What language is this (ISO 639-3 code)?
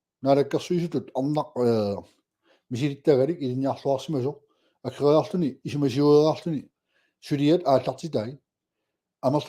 kal